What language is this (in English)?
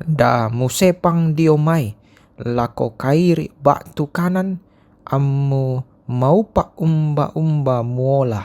Toraja-Sa'dan